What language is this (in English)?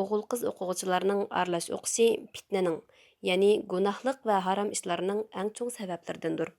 Uyghur